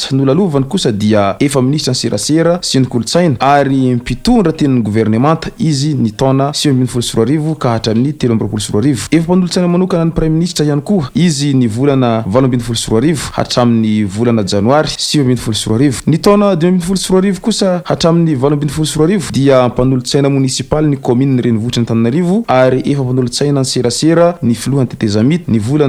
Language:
Malagasy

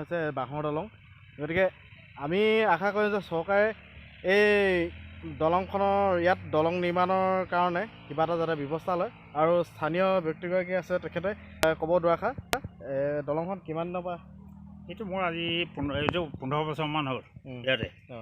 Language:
Assamese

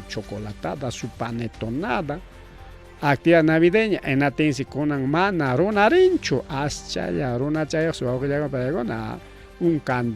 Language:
Ayacucho Quechua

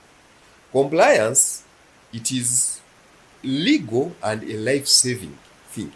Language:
Nyankole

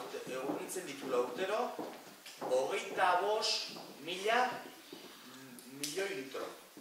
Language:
Basque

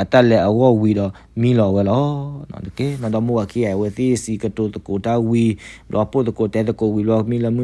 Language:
S'gaw Karen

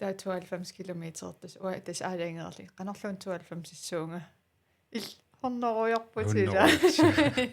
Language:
Kalaallisut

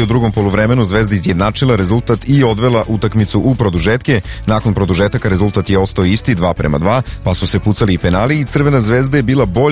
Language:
Serbian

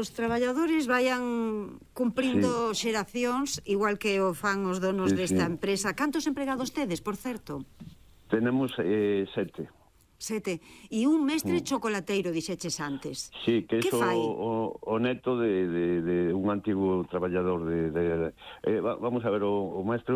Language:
Galician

